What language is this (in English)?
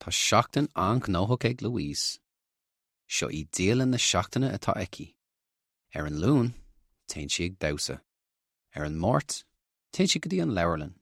Irish